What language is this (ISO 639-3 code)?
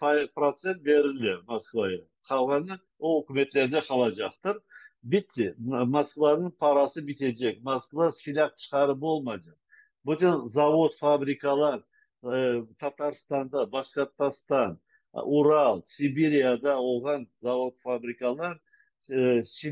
crh